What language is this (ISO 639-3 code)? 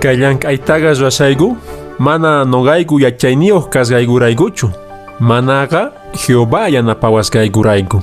que